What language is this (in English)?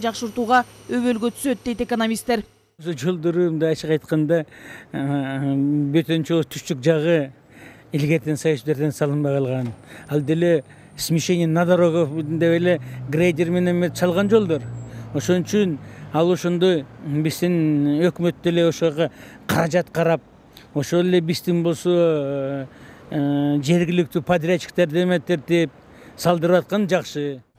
Kyrgyz